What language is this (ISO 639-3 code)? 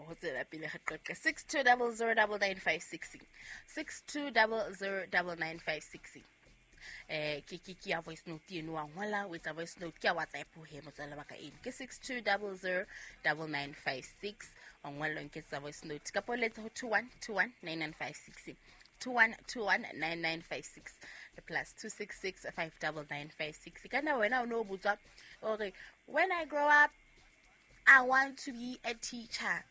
sot